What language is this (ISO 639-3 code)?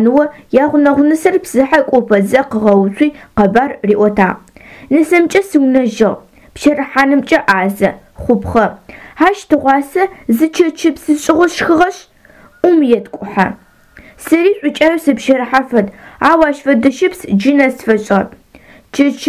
ady